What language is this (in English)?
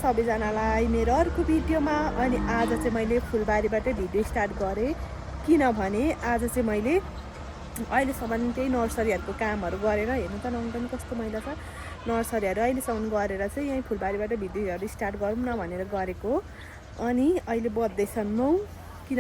Nepali